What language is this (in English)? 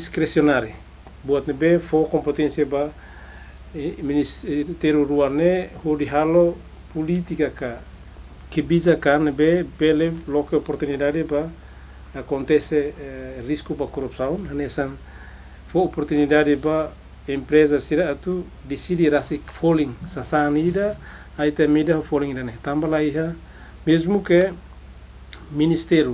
Tetum